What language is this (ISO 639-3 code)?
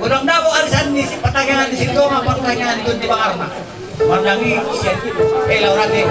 bbc